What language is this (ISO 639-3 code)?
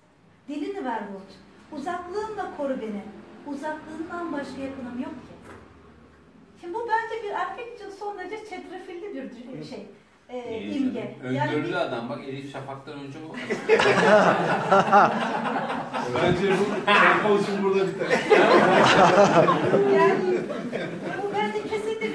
tur